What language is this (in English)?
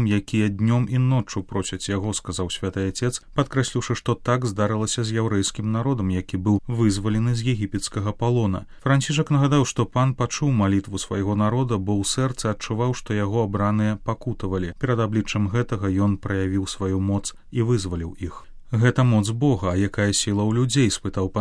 Belarusian